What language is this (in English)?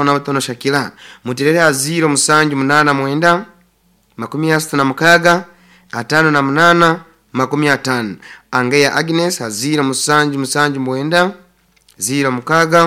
Nyoro